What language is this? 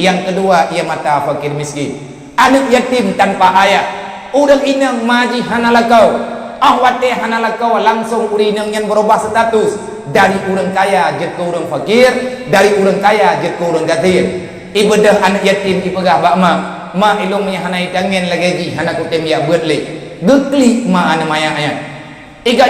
Achinese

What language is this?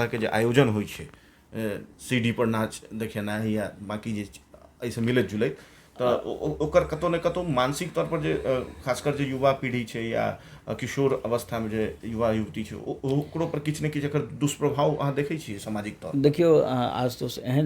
Maithili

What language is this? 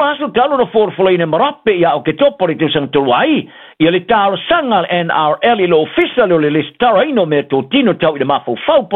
Samoan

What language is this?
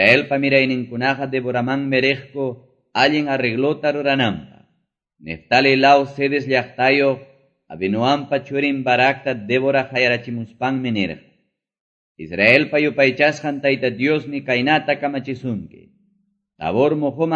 Quechua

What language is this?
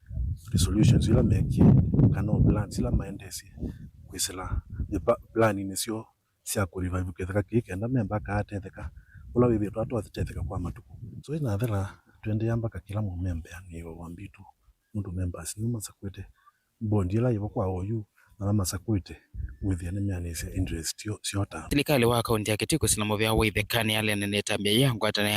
Kamba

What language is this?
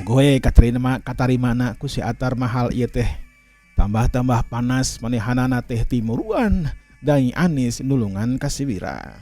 Sundanese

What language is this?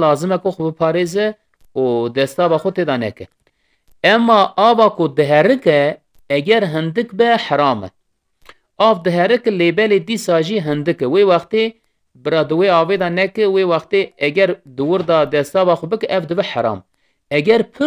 Kurdish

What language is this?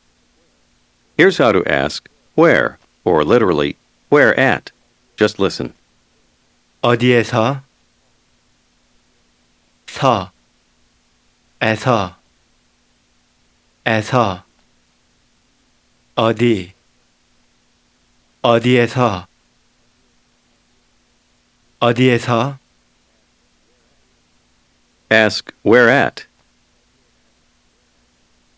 Korean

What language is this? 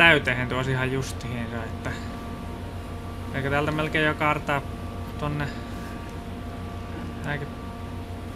Finnish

